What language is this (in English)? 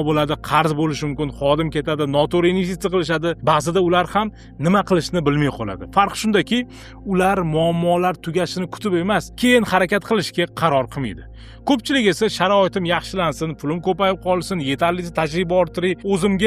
Uzbek